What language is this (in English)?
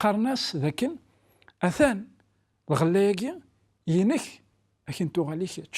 Kabyle